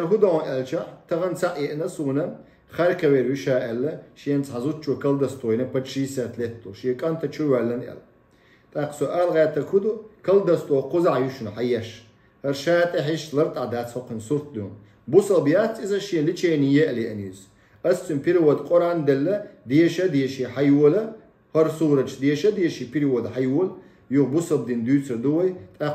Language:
Chechen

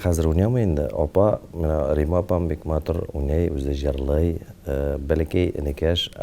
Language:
Tatar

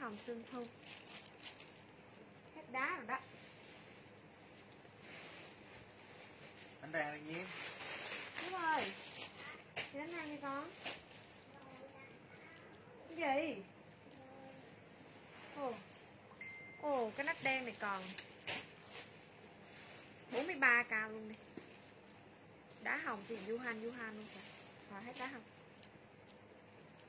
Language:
Vietnamese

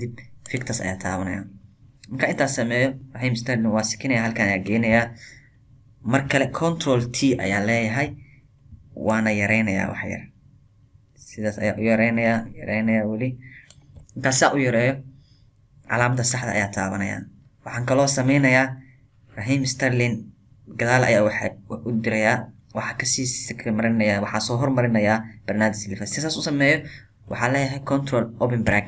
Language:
Somali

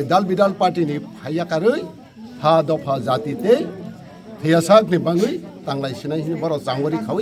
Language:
Kok Borok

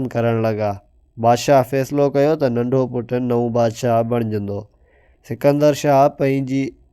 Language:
Sindhi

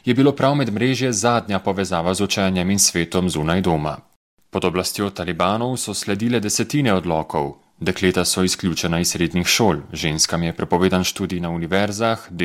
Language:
Slovenian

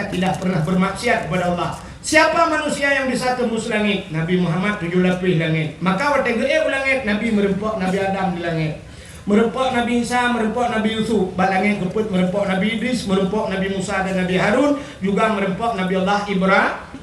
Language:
Achinese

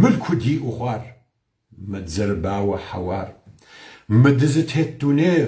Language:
Kabardian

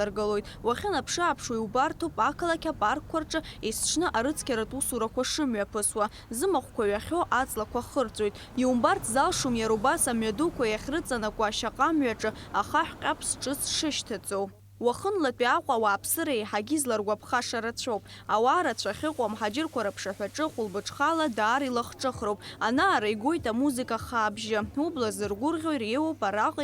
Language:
Abkhazian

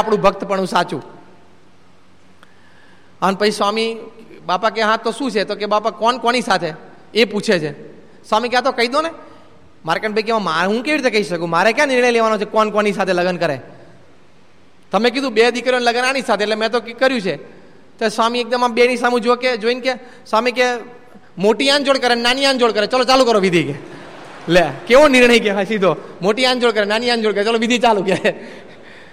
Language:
Gujarati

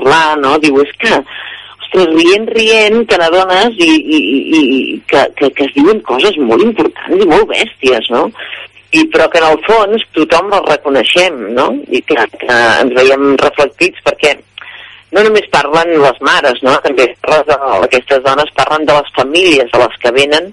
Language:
Catalan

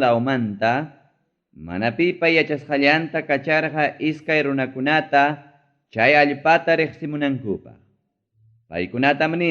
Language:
Ayacucho Quechua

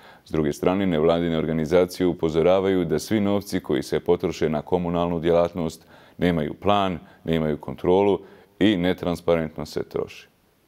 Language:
Bosnian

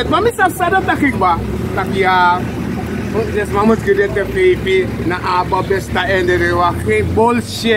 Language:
Sranan Tongo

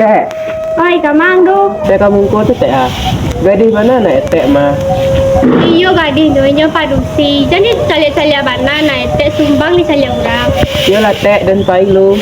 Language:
Minangkabau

